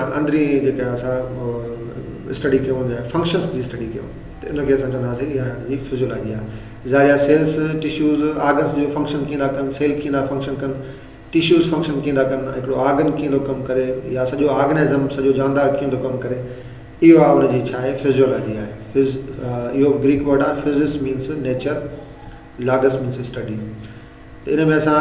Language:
Sindhi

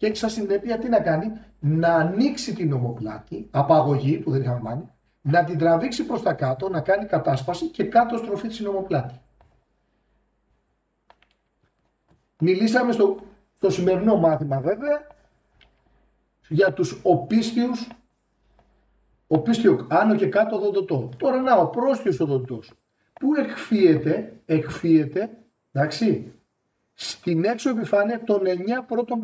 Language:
Greek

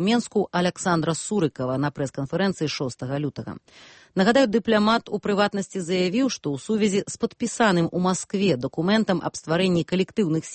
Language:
Belarusian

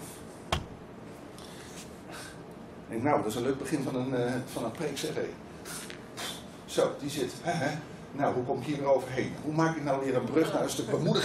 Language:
Dutch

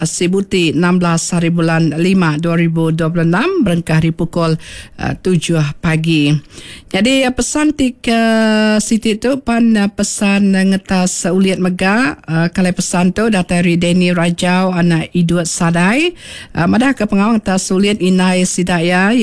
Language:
Iban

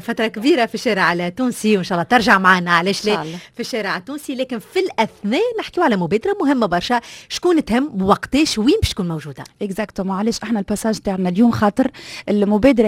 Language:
Tunisian Arabic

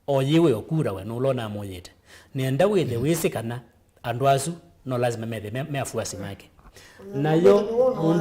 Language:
Kamba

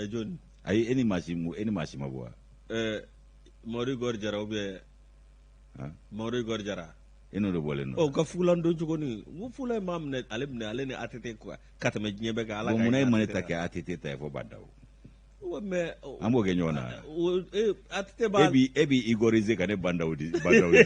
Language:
Bambara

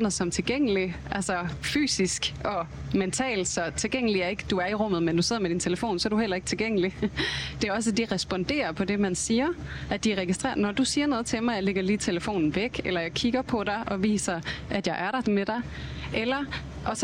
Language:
Danish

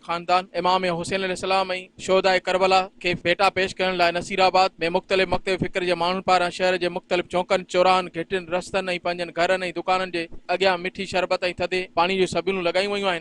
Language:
Sindhi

